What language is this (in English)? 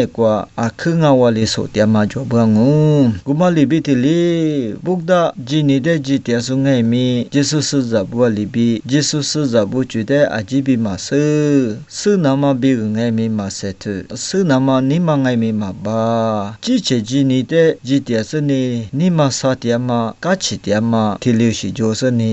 Lisu